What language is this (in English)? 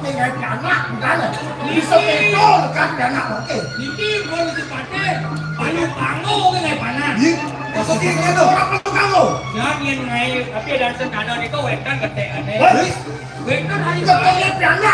Balinese